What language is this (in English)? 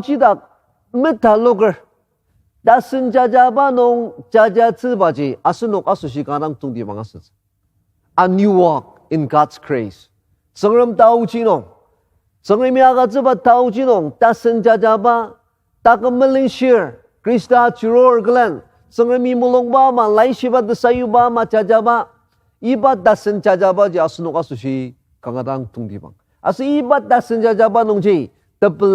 Ao Naga